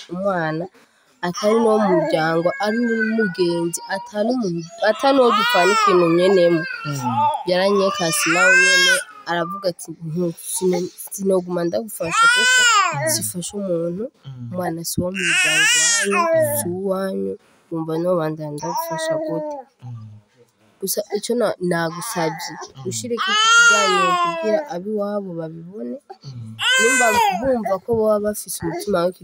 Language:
Rundi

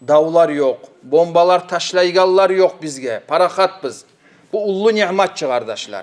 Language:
Kumyk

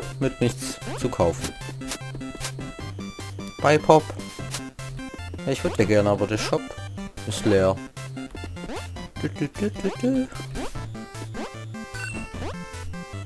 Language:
German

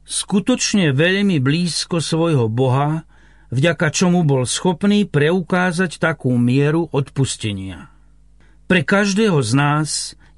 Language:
Slovak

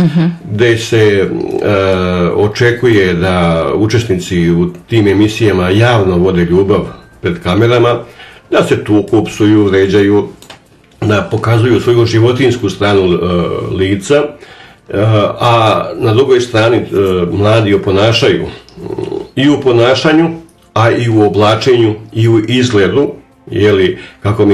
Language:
Serbian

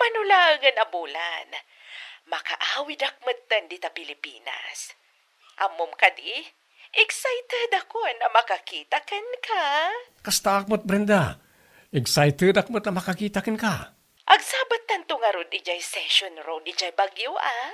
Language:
Iloko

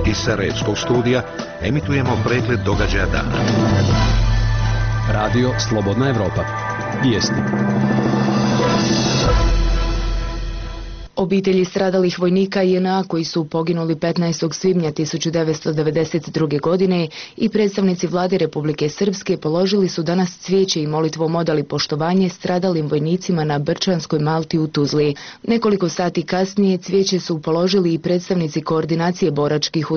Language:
Bosnian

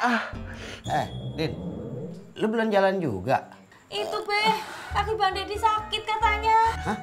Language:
Betawi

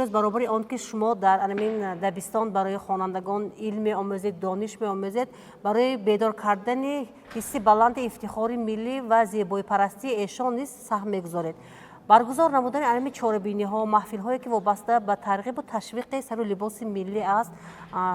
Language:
Tajik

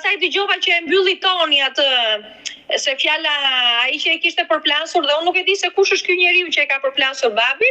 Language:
Albanian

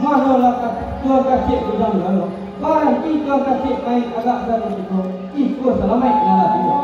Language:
Minangkabau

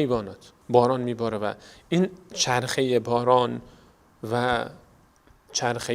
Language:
Persian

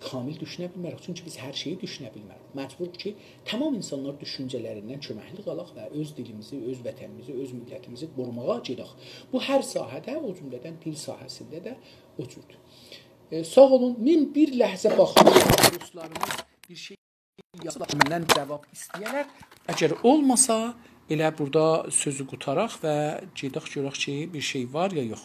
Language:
South Azerbaijani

